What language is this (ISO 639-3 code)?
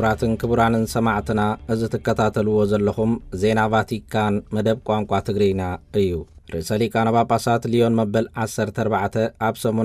tir